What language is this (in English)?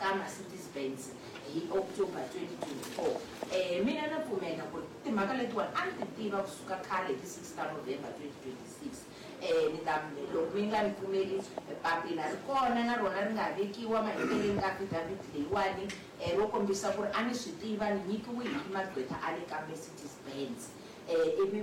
Tsonga